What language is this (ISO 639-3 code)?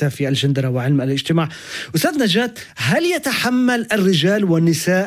ara